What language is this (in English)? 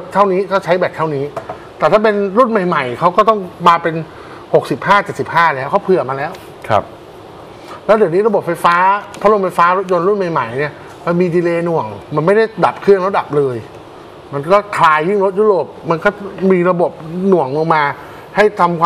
Thai